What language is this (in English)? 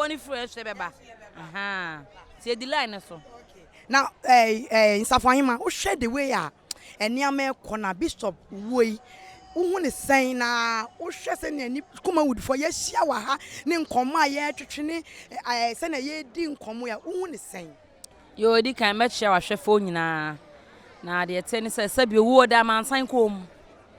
Akan